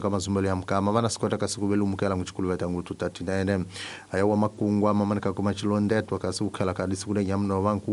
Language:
Tsonga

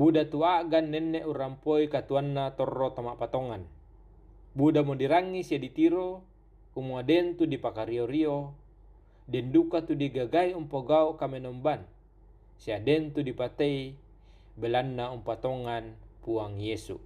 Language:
Toraja-Sa'dan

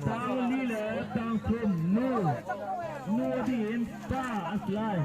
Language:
Hakha Chin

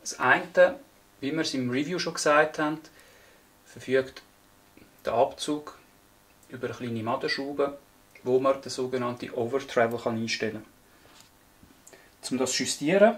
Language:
Swiss German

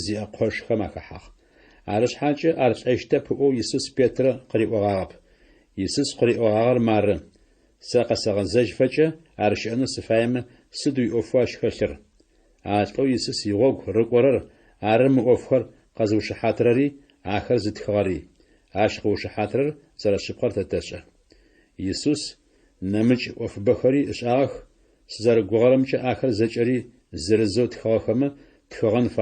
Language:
Adyghe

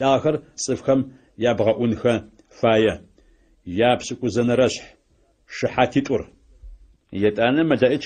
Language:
Adyghe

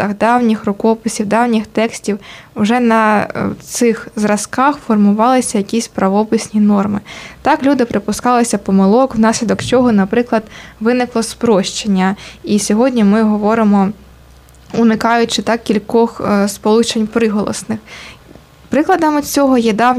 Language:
Ukrainian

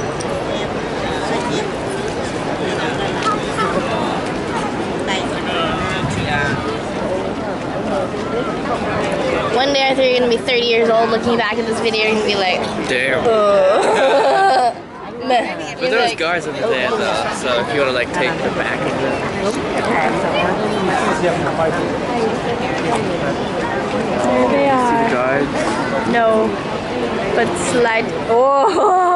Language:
English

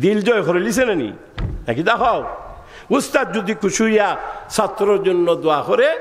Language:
Sylheti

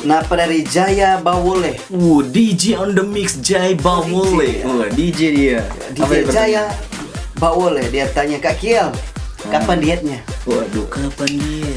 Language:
Manado Malay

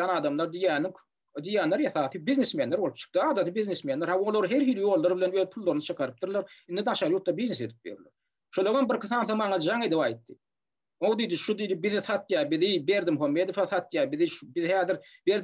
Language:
Turkmen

